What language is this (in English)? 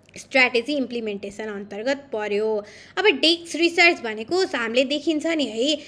Nepali